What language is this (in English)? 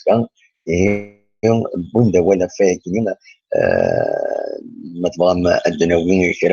Kabyle